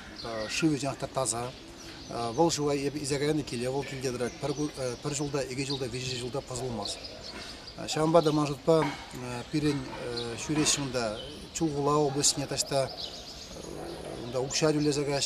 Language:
Chuvash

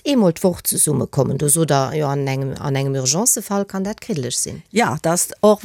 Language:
Luxembourgish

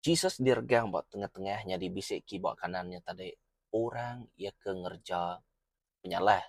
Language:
Iban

